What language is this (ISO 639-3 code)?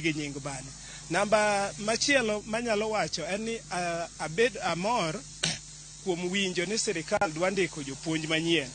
luo